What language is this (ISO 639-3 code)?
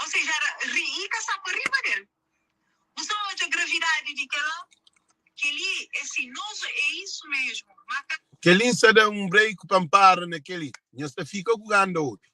kea